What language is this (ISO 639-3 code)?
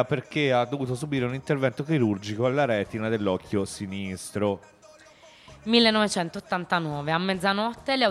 ita